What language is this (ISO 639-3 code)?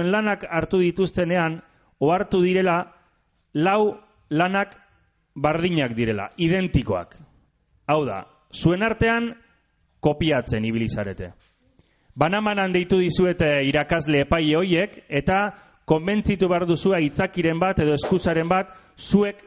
eus